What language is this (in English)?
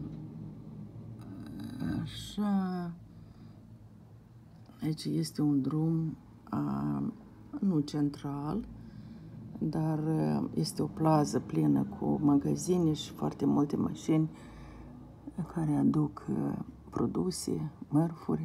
Romanian